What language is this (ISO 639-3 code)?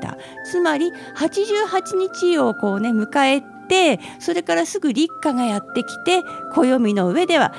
jpn